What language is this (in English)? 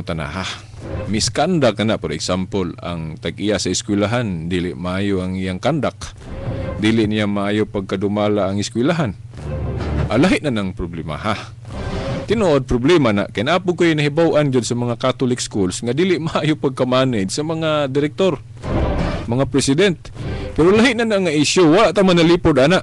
Cebuano